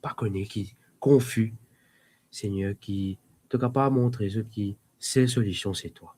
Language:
Morisyen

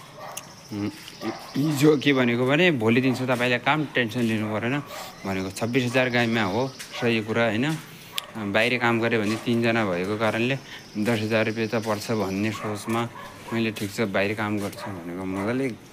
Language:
Nepali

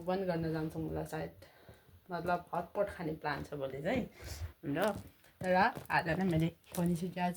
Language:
Nepali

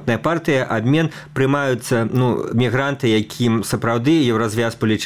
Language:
Belarusian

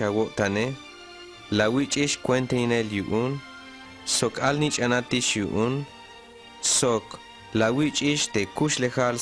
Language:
Tzeltal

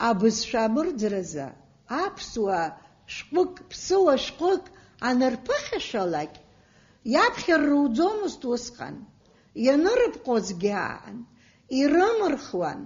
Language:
Abkhazian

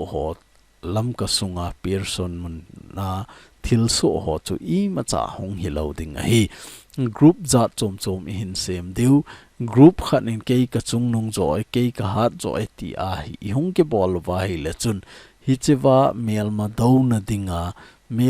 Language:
Thado Chin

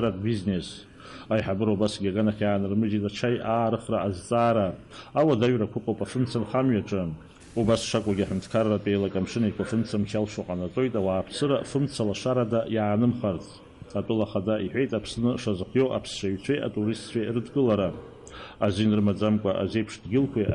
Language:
Abkhazian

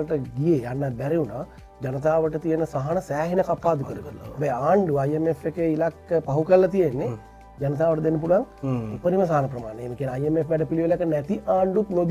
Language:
Sinhala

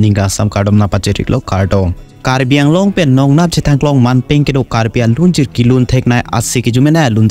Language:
Karbi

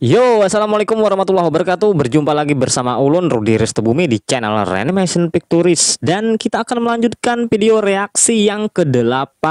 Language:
Banjar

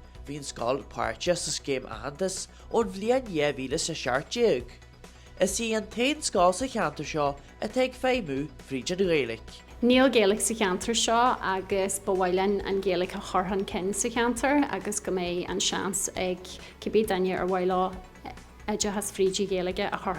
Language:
Irish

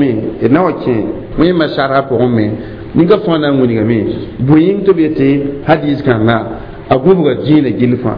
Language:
Mossi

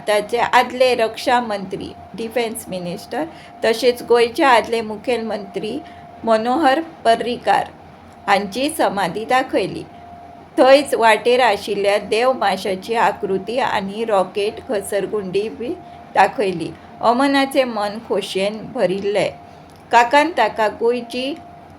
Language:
Konkani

